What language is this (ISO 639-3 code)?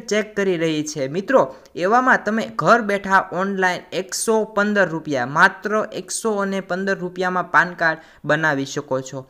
guj